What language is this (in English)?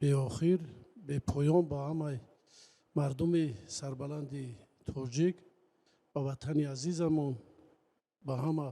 Tajik